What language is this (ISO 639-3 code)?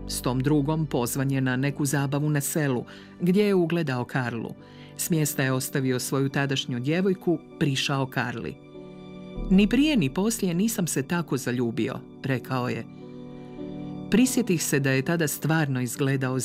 hrv